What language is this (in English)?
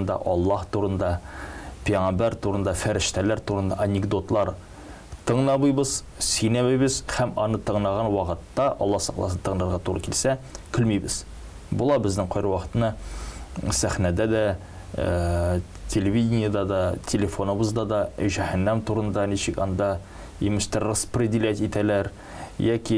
Tatar